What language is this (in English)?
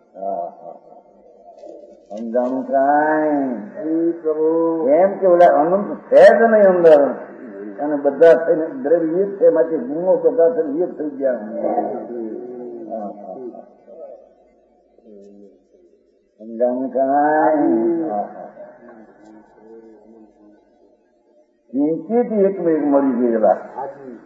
Gujarati